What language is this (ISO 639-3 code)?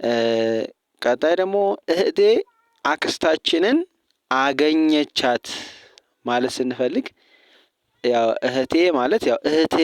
amh